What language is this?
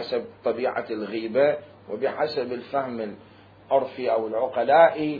Mesopotamian Arabic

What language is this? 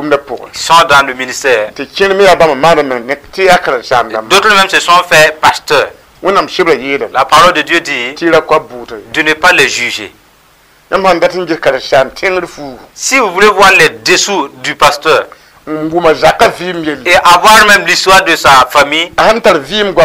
Mossi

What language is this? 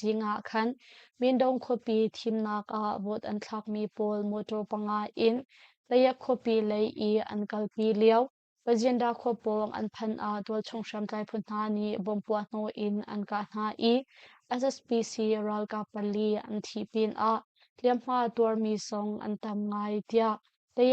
Hakha Chin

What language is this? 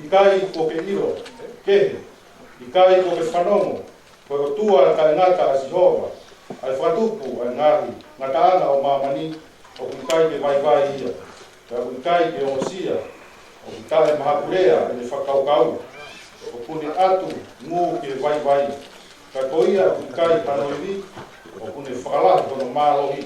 Tongan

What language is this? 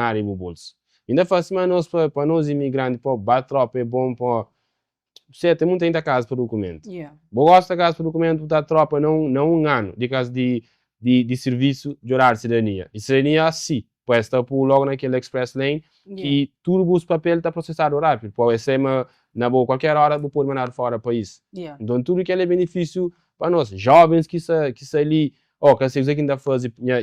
Kabuverdianu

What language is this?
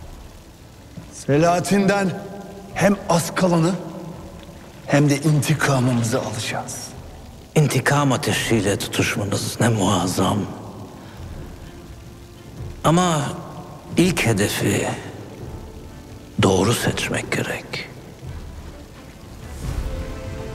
Turkish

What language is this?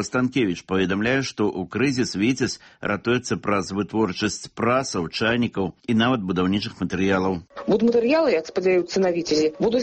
Belarusian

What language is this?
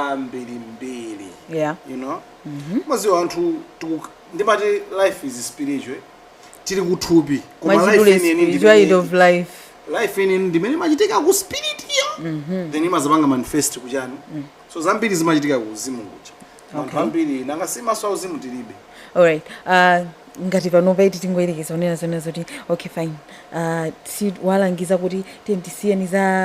Nyanja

